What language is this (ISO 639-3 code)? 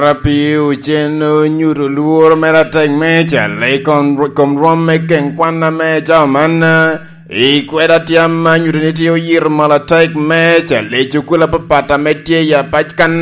laj